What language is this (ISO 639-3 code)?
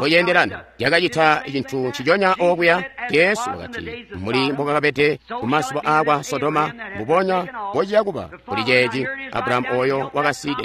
toi